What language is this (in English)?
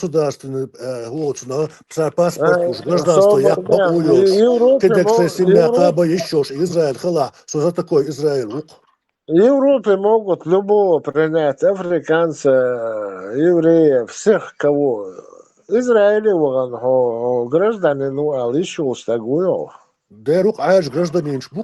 Chechen